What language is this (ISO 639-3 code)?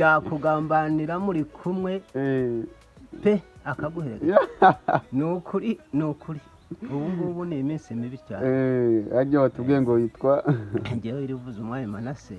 kin